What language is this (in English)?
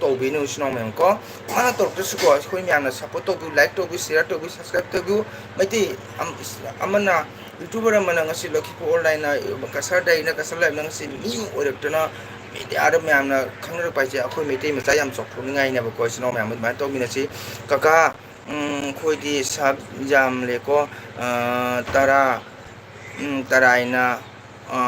Manipuri